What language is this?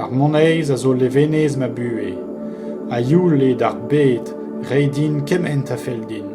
Breton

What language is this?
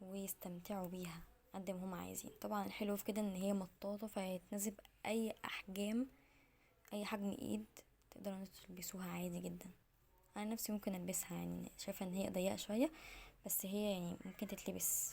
Egyptian Arabic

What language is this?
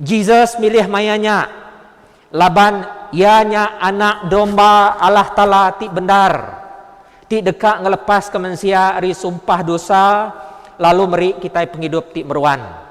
Iban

